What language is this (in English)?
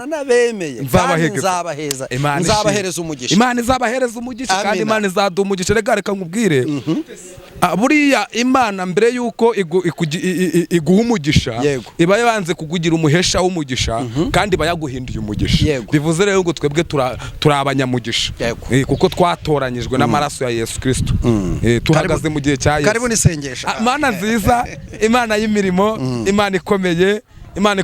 Kinyarwanda